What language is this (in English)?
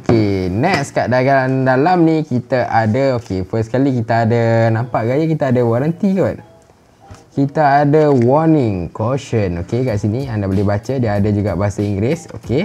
Malay